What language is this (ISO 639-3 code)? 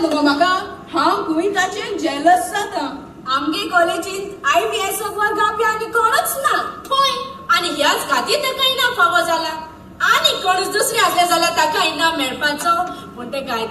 kok